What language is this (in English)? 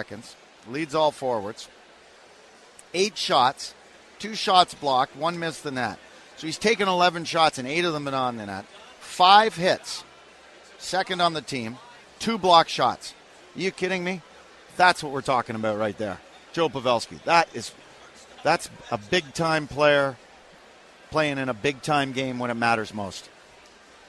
English